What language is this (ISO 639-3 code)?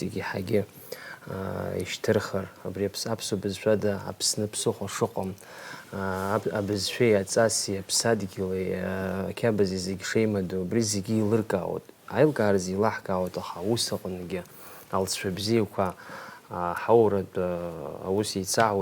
abk